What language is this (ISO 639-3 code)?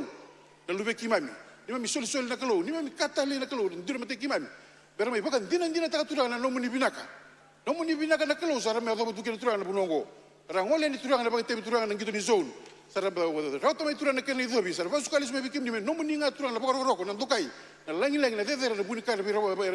fij